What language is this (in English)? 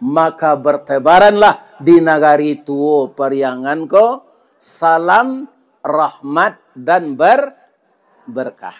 Minangkabau